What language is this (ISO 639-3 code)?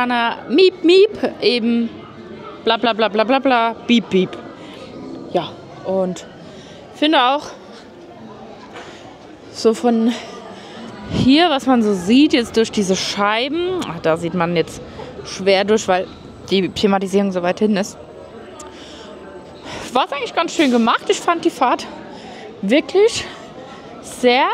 deu